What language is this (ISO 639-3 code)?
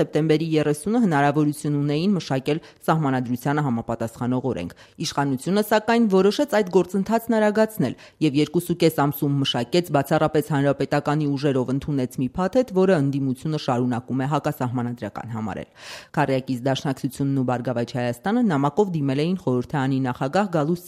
hye